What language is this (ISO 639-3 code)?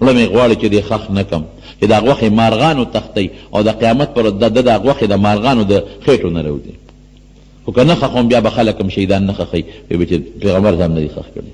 pus